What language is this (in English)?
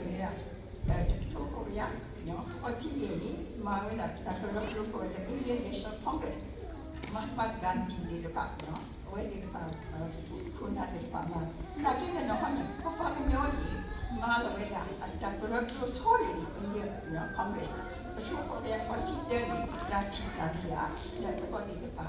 S'gaw Karen